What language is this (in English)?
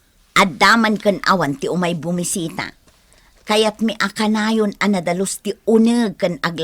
Iloko